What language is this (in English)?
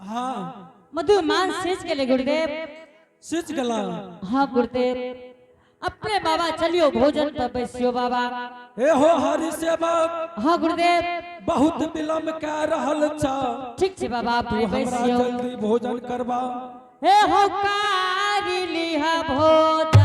Angika